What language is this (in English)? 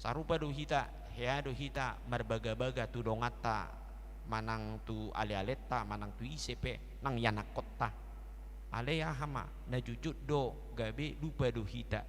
Batak Toba